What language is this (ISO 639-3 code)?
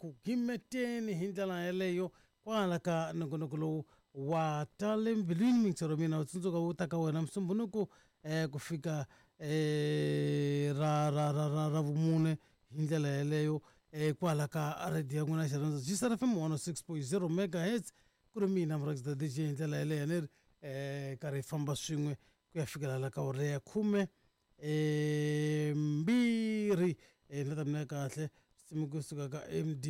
tso